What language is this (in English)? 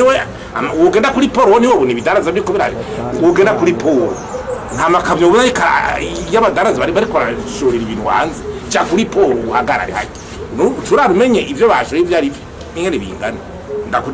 Rundi